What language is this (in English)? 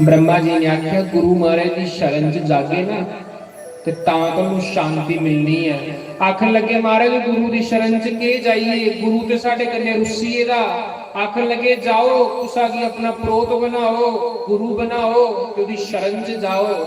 Dogri